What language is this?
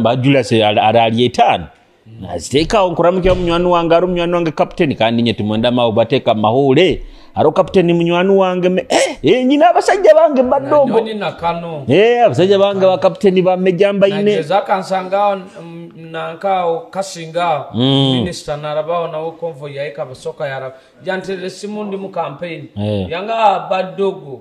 Nyoro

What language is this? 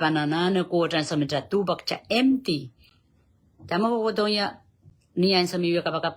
Pohnpeian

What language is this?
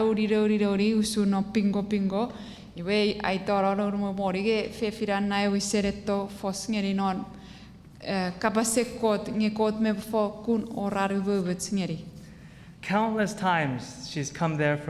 Chuukese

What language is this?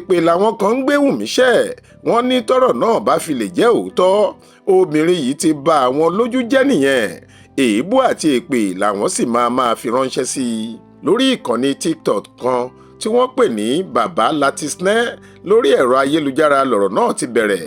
Yoruba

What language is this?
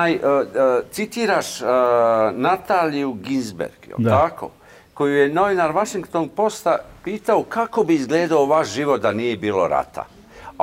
Bosnian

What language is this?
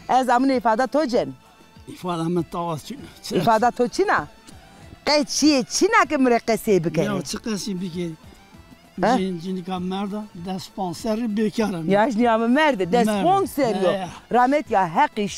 Zaza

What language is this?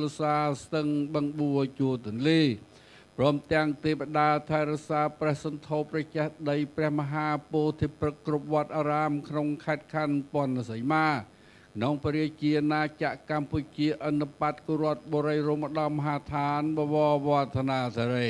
Khmer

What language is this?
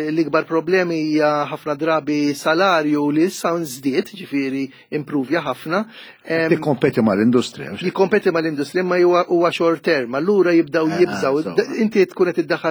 Maltese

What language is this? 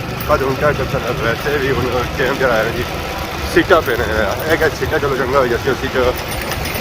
Pahari-Potwari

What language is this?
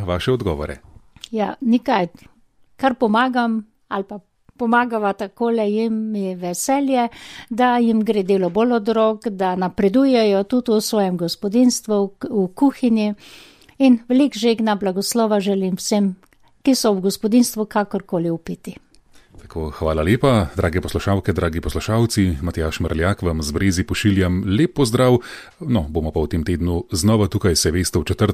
Slovenian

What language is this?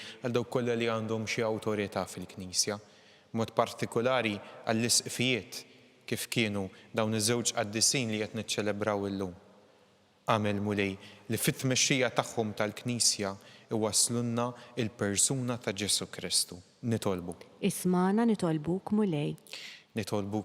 Maltese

